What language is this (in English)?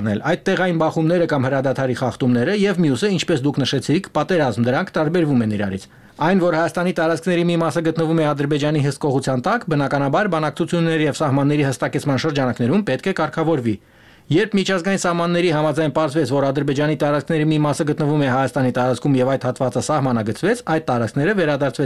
Armenian